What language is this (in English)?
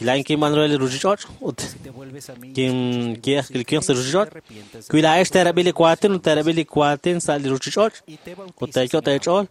Kekchí